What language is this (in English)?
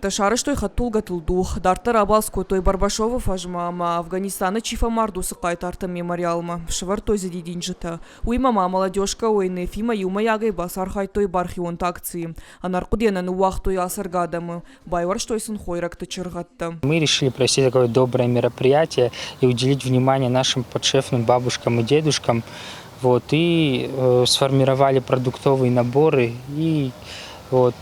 Ossetic